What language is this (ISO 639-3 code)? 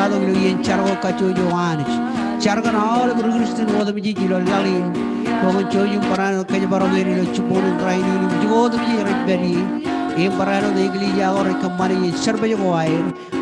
mah